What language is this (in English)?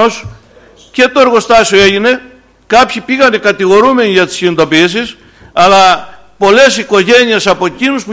Greek